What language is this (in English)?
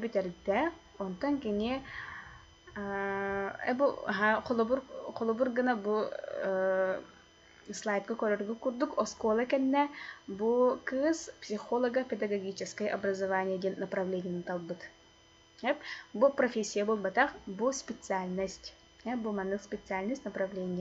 Yakut